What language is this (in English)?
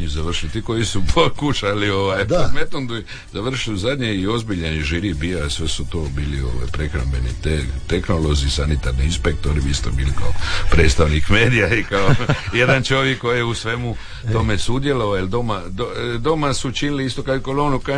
Croatian